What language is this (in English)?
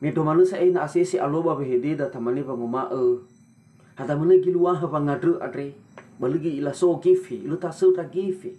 Nias